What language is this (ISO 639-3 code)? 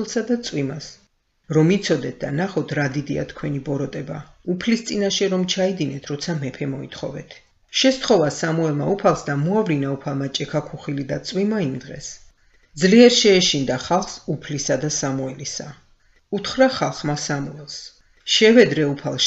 kat